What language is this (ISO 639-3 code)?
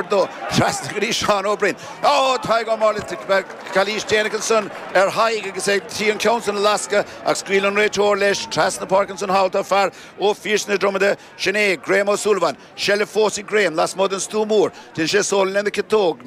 gle